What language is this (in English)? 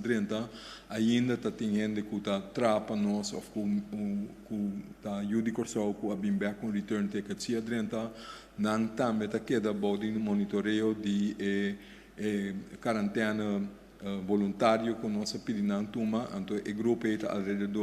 Papiamento